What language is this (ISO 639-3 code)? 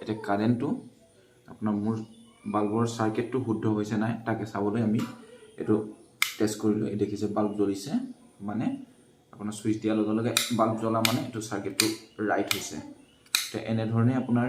asm